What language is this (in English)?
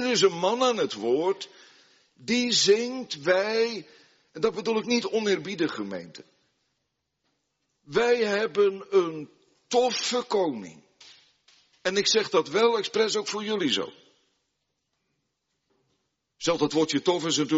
Dutch